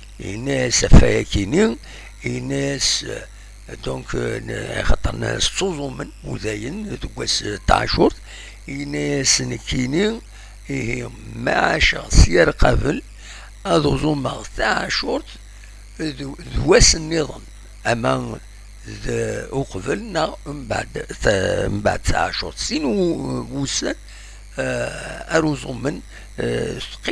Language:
Kabyle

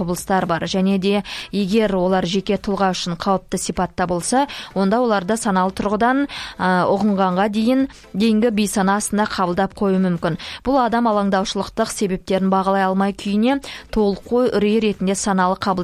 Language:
Kazakh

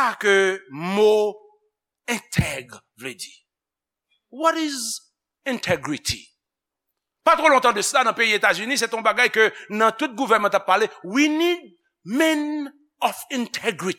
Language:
Haitian Creole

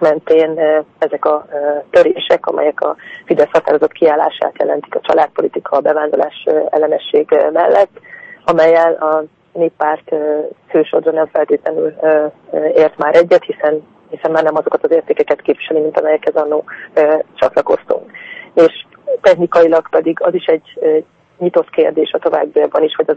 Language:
Hungarian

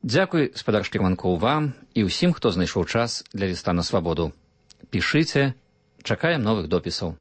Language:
Belarusian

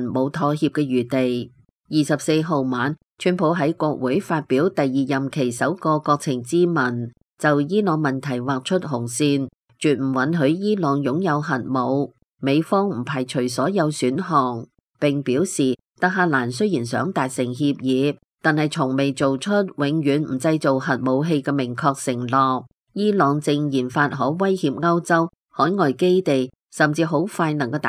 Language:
Cantonese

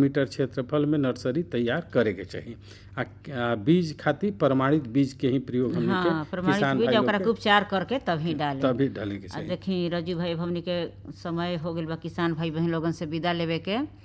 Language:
Bhojpuri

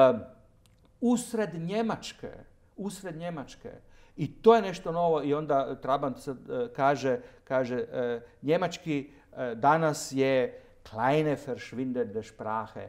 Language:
Croatian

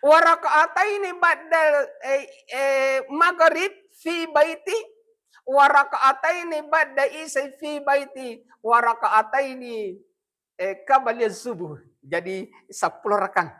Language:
Buginese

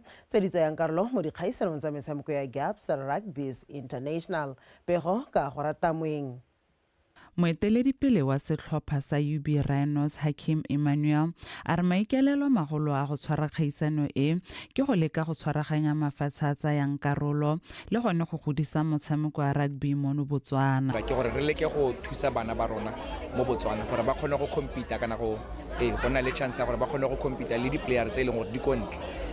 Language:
Tswana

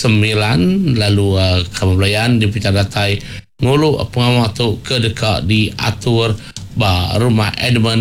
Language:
Iban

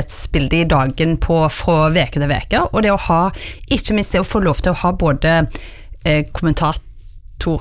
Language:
Norwegian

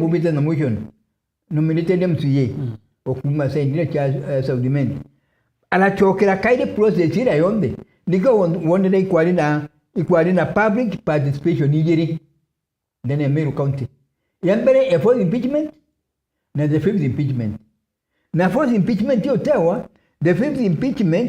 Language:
Meru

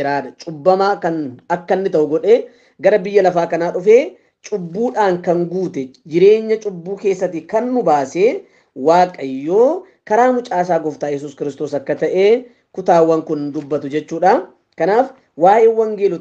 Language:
Oromo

